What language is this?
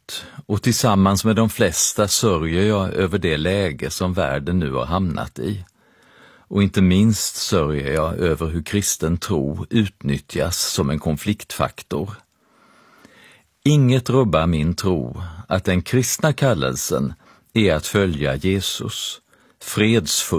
Swedish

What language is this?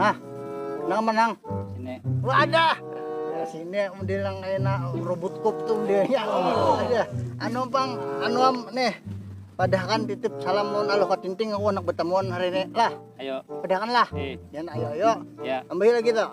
Banjar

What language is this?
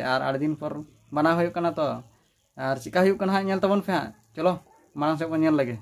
Santali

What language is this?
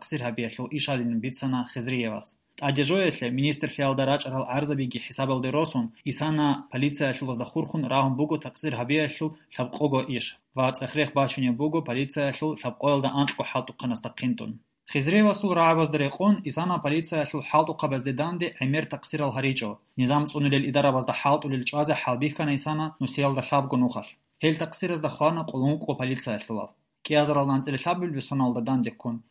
Avaric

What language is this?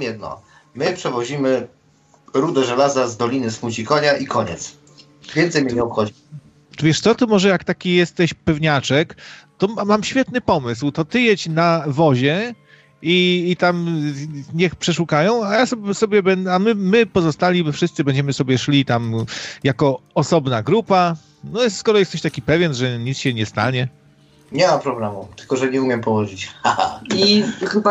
Polish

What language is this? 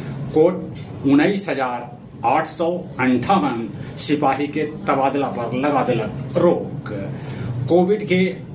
Magahi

